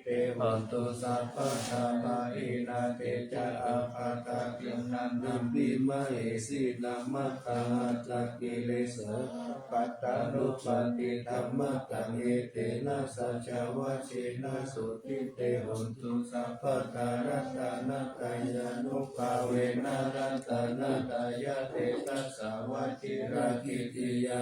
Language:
Pali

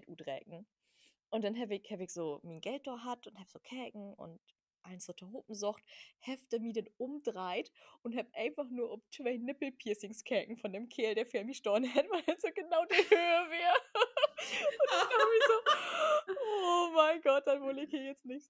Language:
Low German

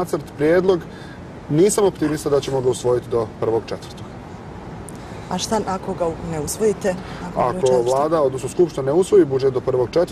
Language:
Bosnian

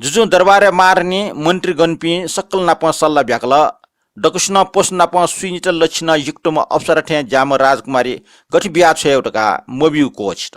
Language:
Newari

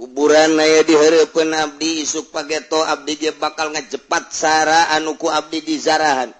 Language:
Sundanese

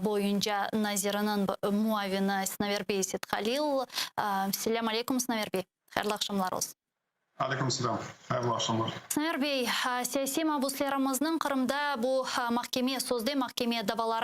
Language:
Crimean Tatar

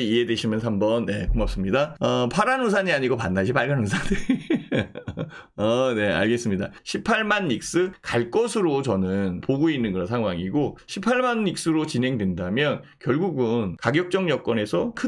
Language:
Korean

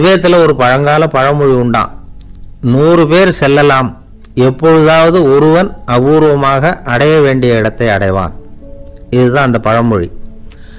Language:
Tamil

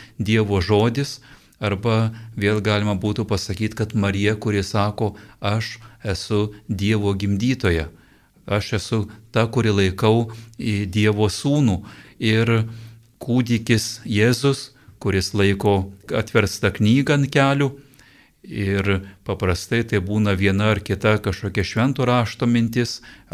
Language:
Lithuanian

